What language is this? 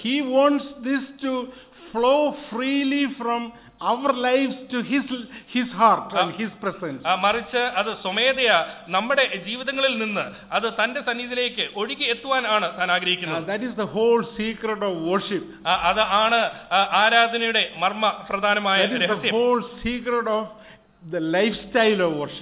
Malayalam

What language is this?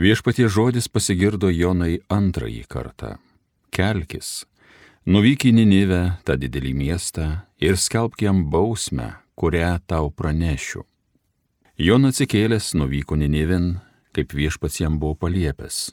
Lithuanian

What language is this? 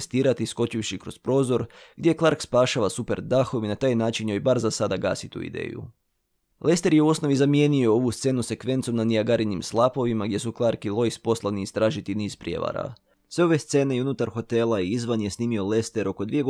Croatian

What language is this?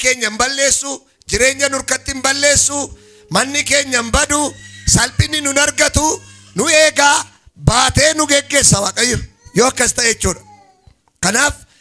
Oromo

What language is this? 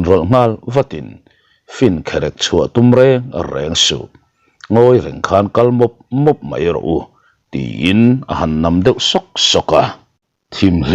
Mizo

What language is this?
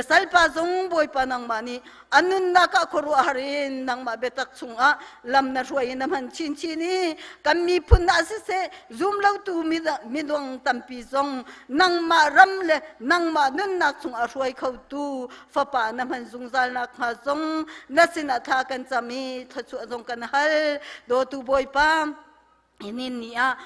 Hakha Chin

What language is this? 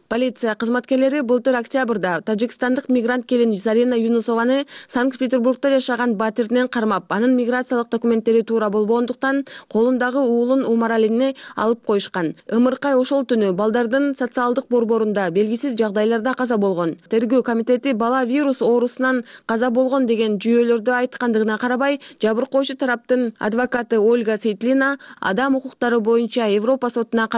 Kyrgyz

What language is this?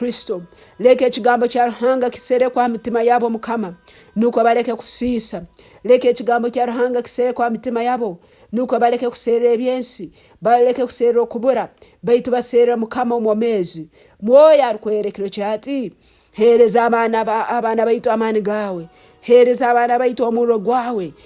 Nyoro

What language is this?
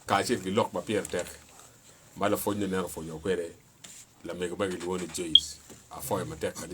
Acoli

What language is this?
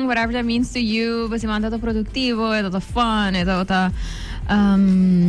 Papiamento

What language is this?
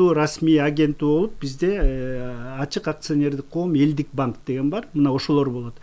Kyrgyz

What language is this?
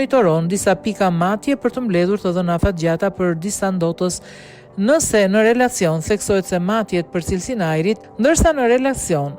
Albanian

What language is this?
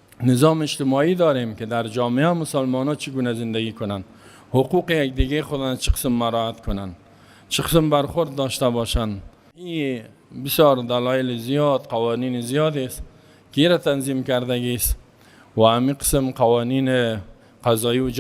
Persian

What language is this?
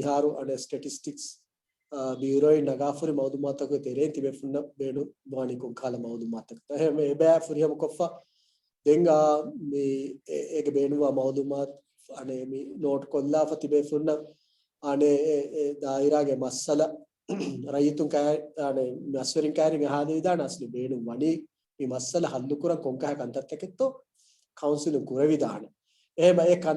Divehi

